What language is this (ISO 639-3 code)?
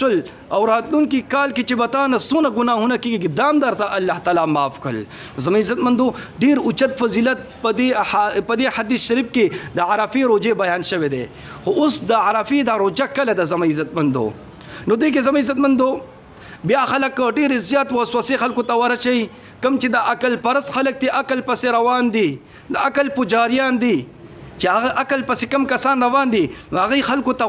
pus